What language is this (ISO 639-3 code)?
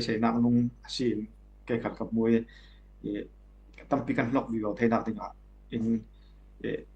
cfm